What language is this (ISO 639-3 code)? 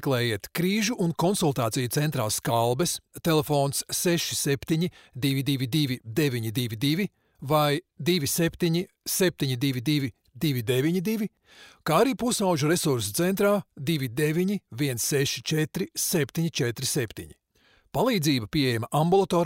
lav